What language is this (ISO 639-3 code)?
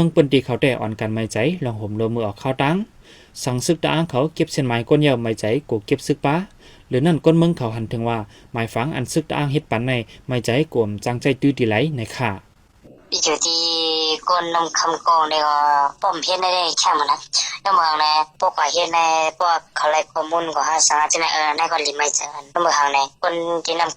shn